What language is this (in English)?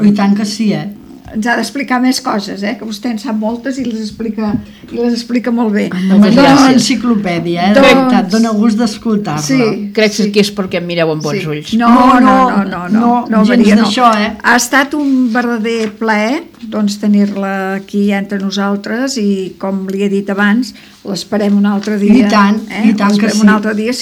Catalan